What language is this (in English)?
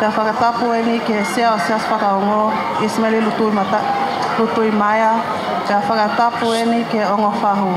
Tongan